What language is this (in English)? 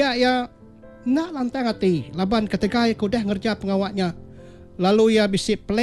Iban